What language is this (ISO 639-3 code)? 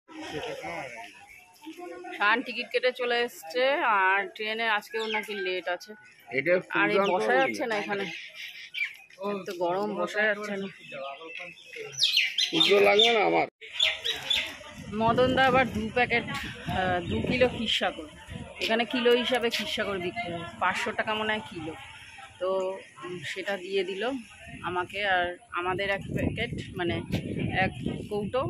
ben